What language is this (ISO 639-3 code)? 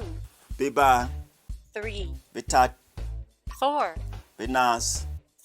bom